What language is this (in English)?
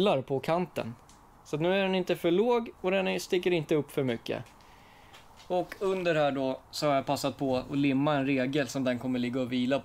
Swedish